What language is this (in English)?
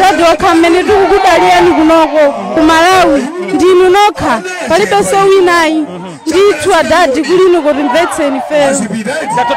Nyanja